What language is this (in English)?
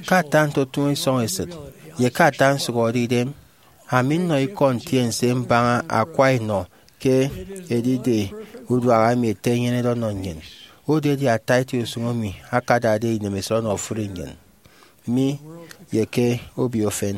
Efik